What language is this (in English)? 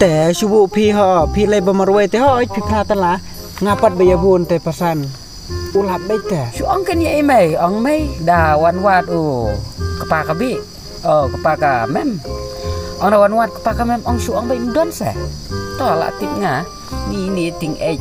Khasi